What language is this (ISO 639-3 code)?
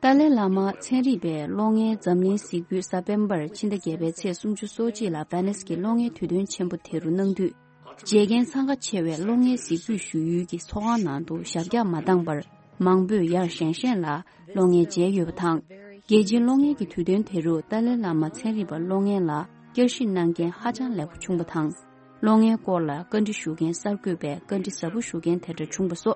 bod